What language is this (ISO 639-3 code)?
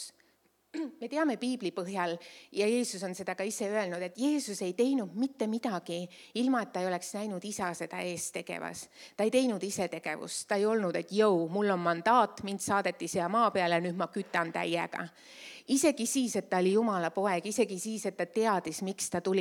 est